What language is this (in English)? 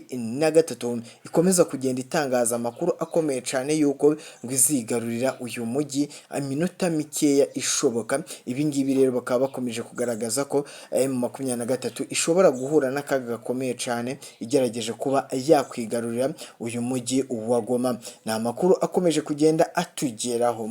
Rundi